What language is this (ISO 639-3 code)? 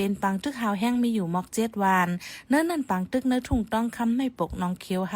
shn